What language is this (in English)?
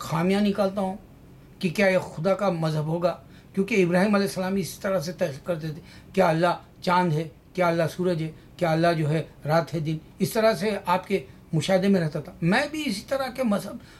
Urdu